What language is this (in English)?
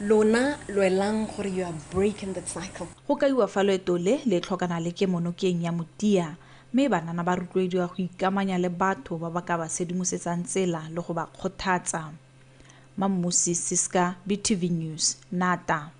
Tswana